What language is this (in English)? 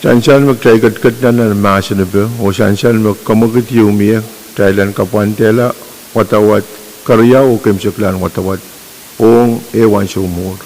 Pohnpeian